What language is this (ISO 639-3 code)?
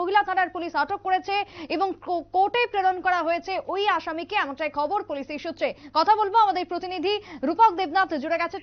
ben